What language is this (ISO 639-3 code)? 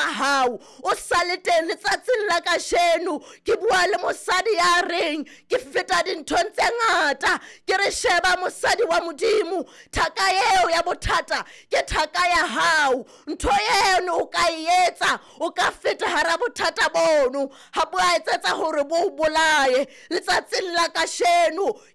sot